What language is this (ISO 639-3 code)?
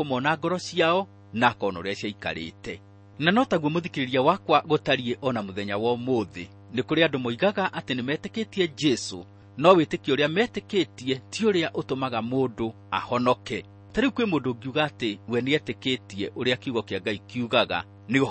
kik